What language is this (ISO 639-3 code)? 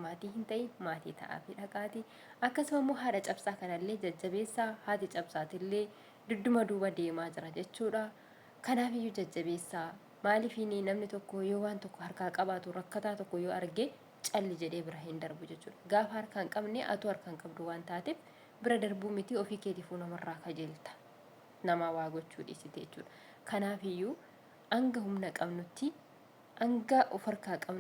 orm